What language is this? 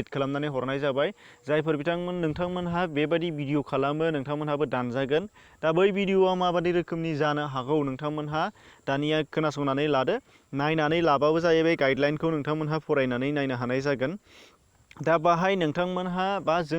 Bodo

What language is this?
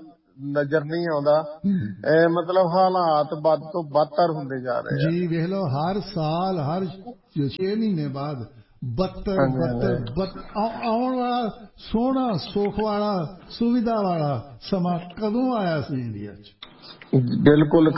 Punjabi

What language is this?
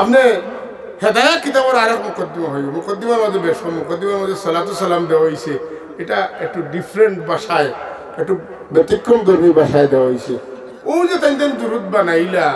Sylheti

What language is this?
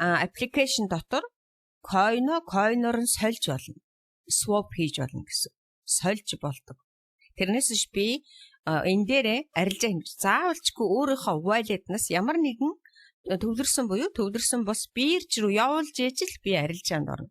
Mongolian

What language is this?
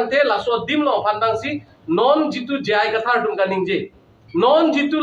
Karbi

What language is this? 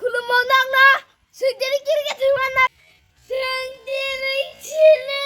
Kok Borok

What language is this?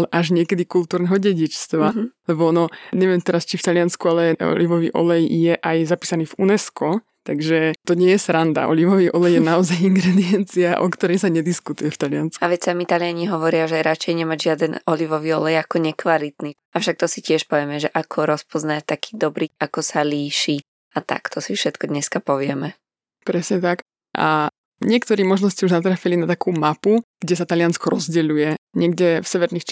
Slovak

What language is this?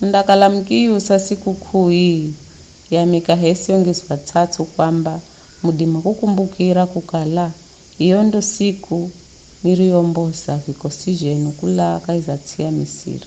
Giryama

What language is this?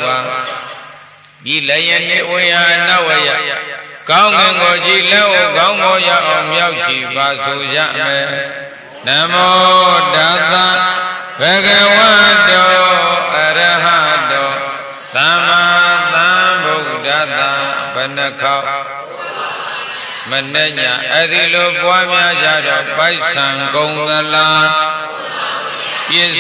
Burmese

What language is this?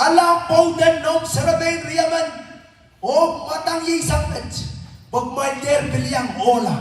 Pohnpeian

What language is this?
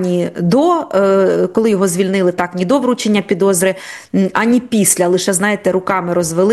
Ukrainian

